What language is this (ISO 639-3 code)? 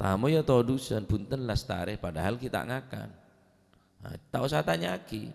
mad